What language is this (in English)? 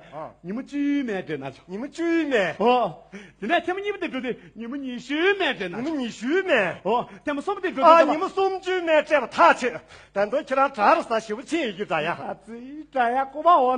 Tibetan